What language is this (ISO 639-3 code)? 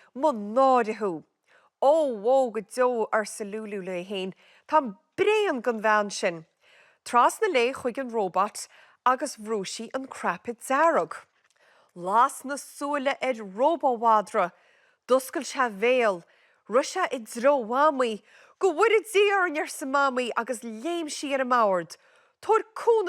gle